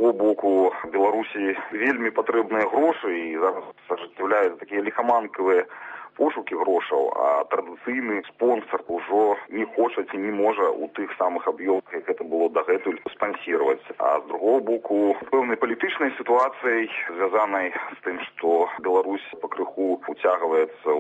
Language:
Belarusian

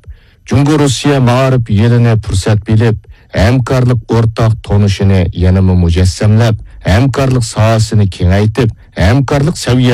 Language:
Uyghur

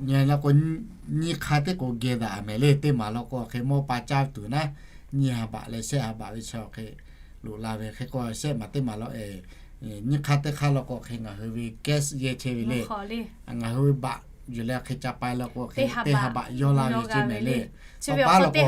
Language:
Lahu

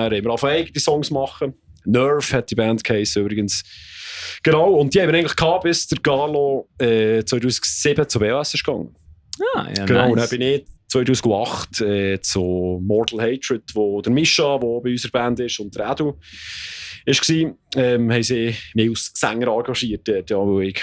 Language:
Swiss German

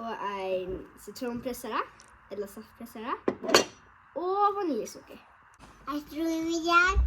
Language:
Faroese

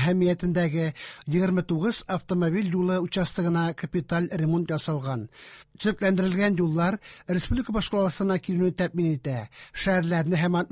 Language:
Tatar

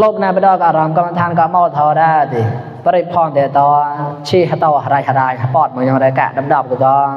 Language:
Mon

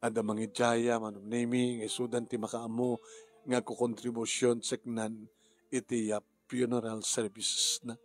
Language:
Iloko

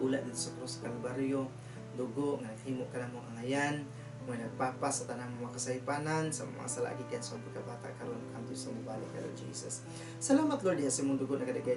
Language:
Cebuano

